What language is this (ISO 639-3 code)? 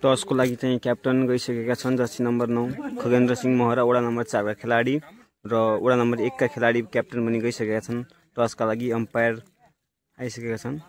nep